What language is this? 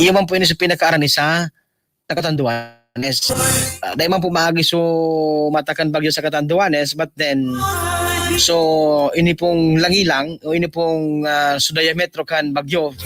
Bikol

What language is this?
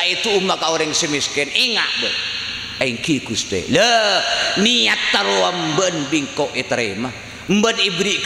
Madurese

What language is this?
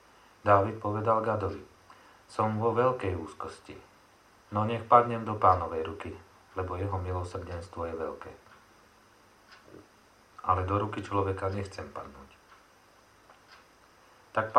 Slovak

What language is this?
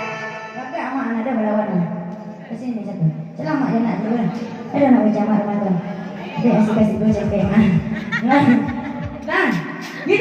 Minangkabau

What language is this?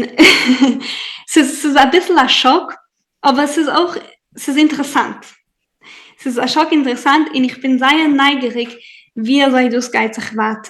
Yiddish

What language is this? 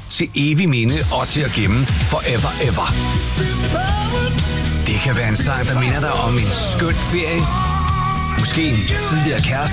Danish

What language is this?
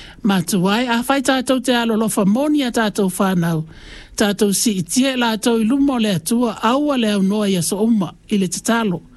Samoan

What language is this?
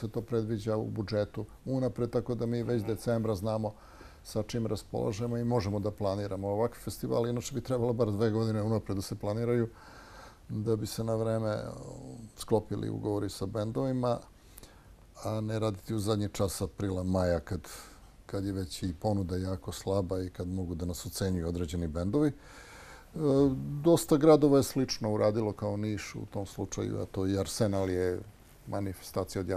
Serbian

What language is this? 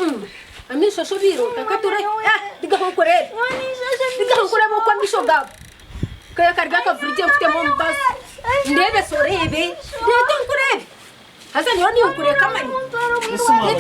Nyankole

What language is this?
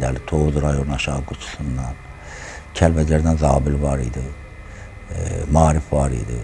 Azerbaijani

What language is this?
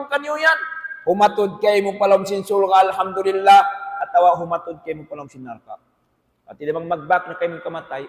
Tausug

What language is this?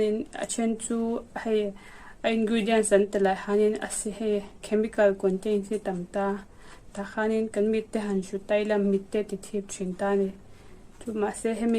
Mizo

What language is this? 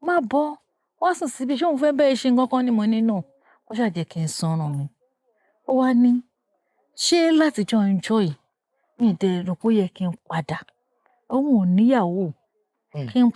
Yoruba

